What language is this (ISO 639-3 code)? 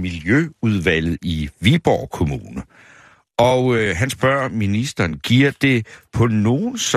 dan